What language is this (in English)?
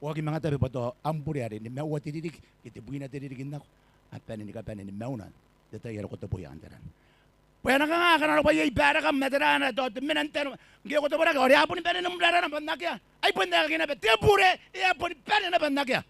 Gilbertese